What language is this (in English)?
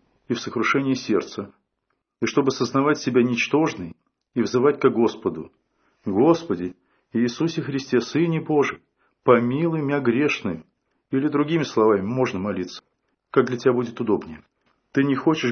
Russian